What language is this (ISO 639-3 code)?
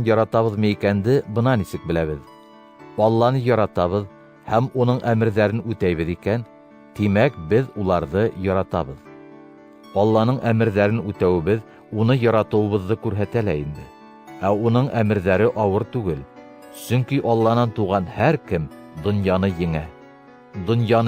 bak